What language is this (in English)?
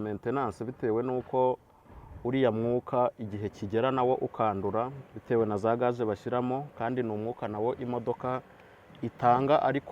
Kinyarwanda